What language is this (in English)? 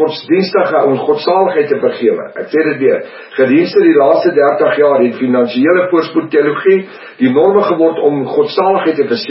Afrikaans